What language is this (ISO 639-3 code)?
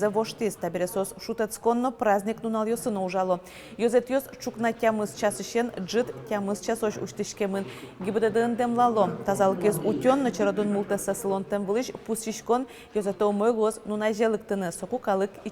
udm